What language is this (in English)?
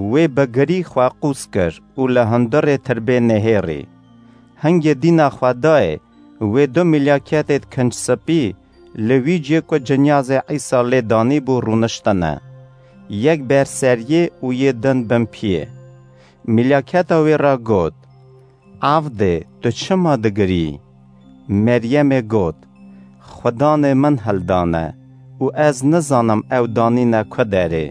Kurdish